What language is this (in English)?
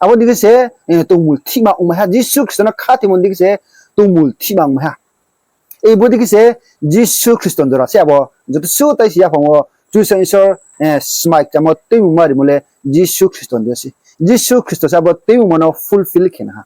Riang (India)